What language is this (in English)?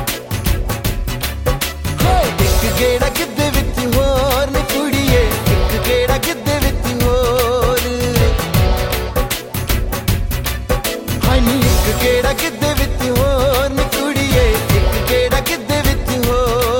Punjabi